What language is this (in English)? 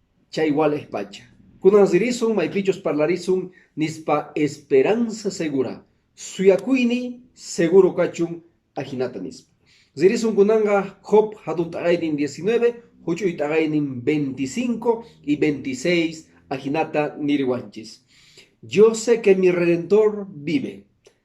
Quechua